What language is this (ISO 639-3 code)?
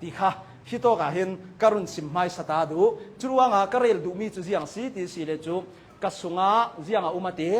cnh